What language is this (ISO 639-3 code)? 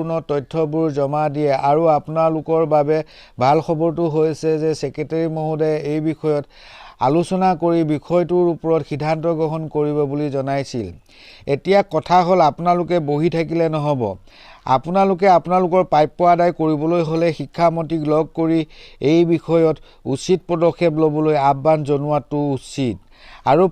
asm